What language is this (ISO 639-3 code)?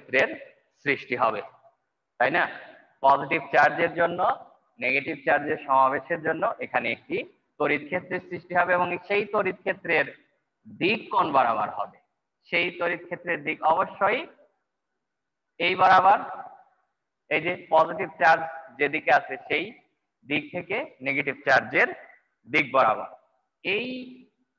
ben